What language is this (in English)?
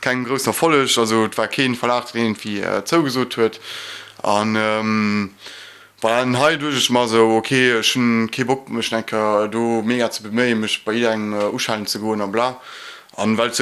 Luxembourgish